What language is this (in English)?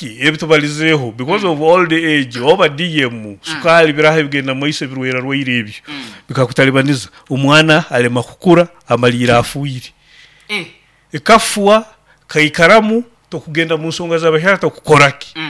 Nyoro